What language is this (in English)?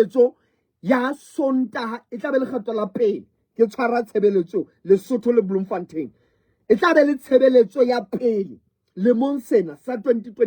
Southern Sotho